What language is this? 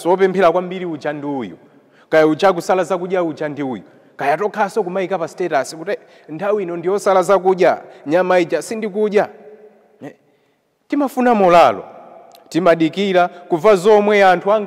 Nyanja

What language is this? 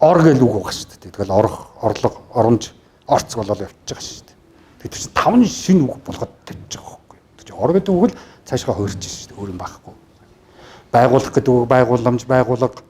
Mongolian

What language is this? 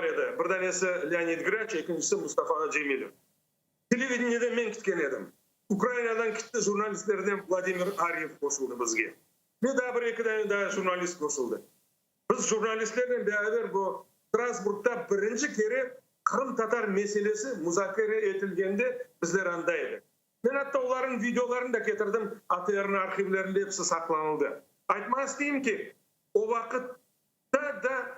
Crimean Tatar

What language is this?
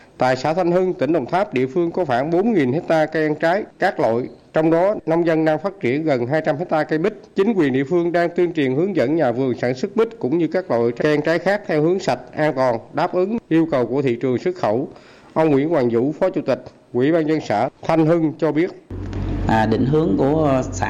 Vietnamese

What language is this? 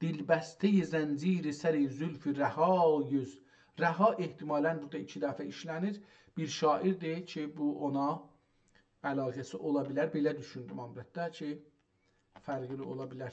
South Azerbaijani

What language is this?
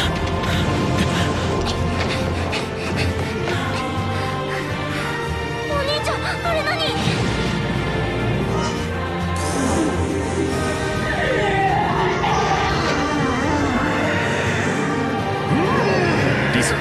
Japanese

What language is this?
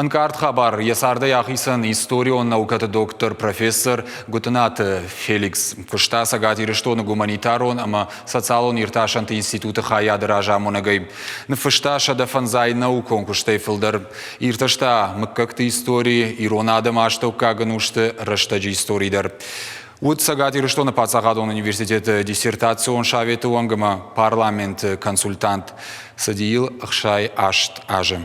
Ossetic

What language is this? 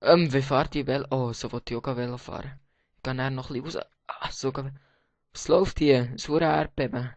Swiss German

